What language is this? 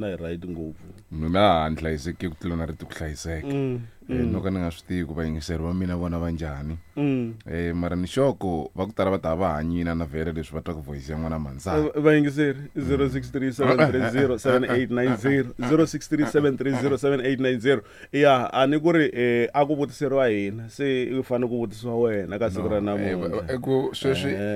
Tsonga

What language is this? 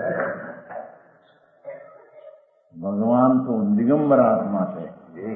Gujarati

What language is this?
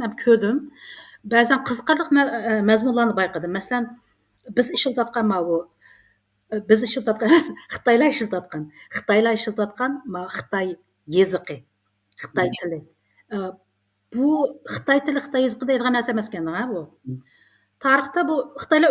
Uyghur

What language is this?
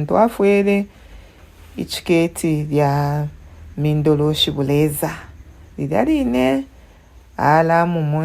Bemba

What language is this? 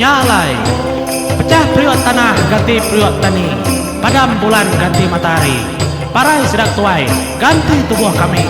Iban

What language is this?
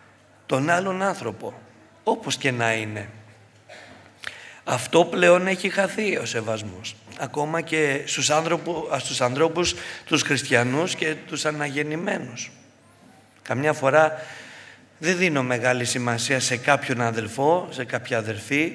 Greek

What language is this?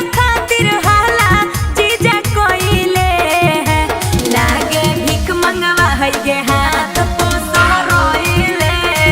Magahi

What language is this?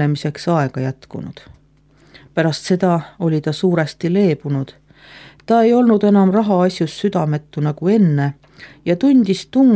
Estonian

